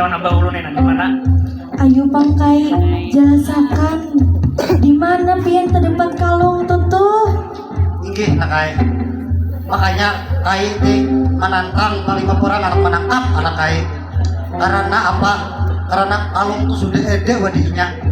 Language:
Banjar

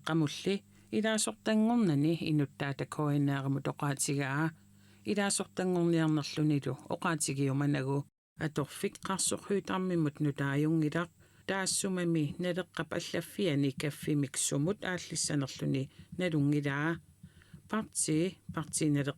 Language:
Kalaallisut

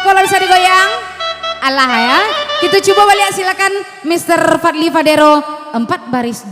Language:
Minangkabau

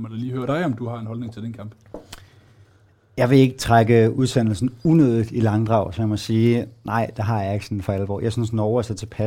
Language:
Danish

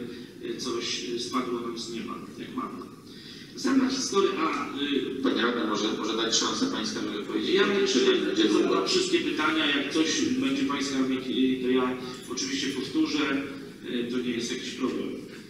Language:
Polish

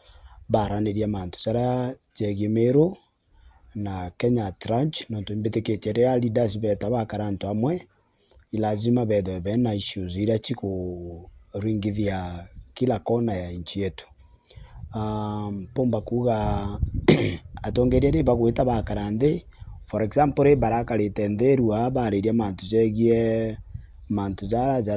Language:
Meru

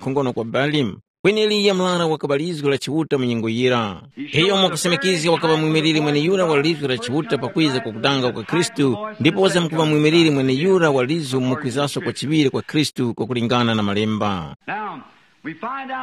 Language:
Tumbuka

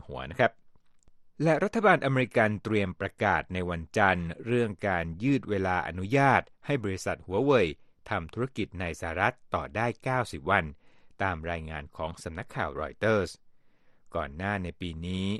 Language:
Thai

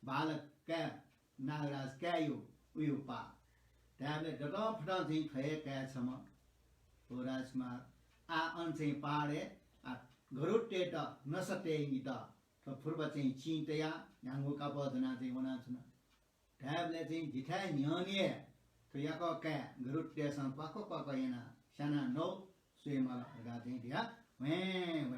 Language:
Newari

